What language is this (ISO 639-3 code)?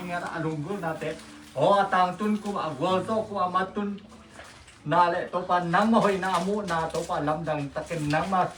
ctd